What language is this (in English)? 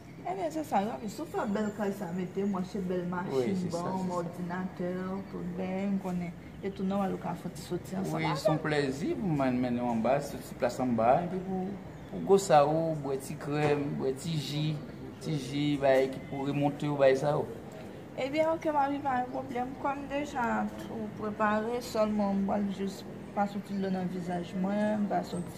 Haitian Creole